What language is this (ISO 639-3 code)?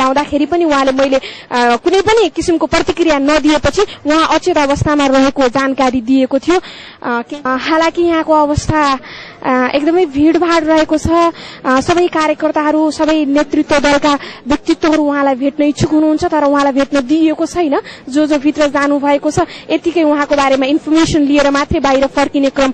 nep